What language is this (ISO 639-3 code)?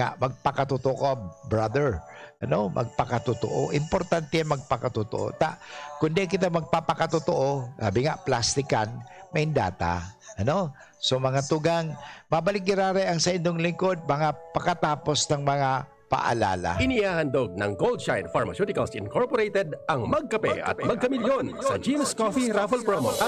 bik